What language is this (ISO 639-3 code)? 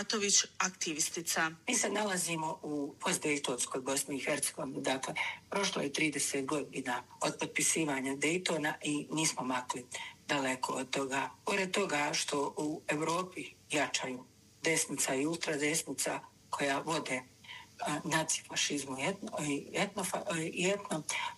bos